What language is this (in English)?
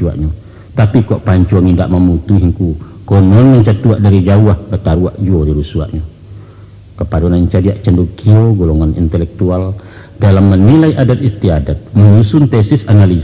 Minangkabau